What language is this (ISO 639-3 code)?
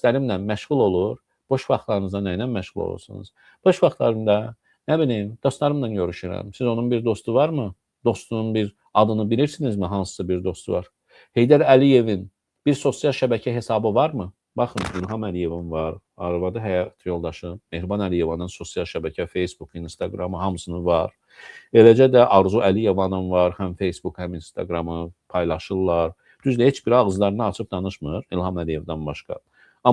aze